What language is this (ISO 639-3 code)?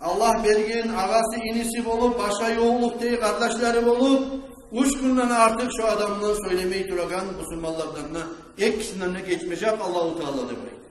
kum